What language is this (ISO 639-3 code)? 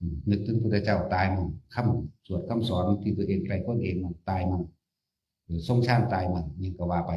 tts